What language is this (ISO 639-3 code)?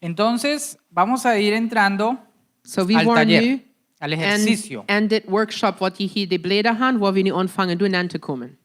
pdt